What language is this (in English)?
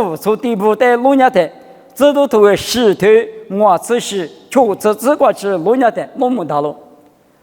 Lisu